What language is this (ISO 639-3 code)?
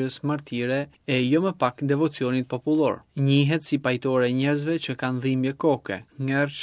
sqi